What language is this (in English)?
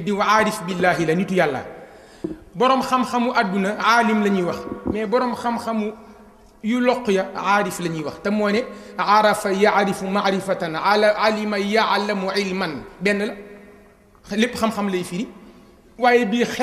Wolof